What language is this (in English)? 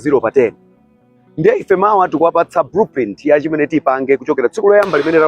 Nyanja